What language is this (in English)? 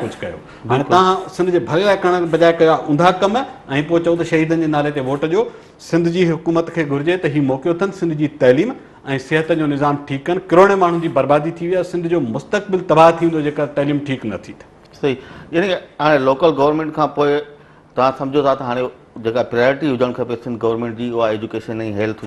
Sindhi